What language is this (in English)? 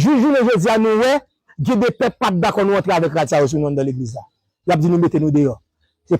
Haitian Creole